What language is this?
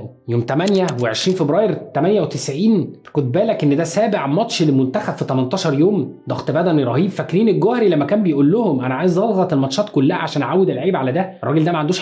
Egyptian Arabic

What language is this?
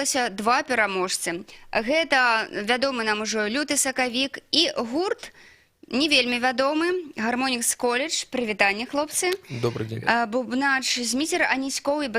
Belarusian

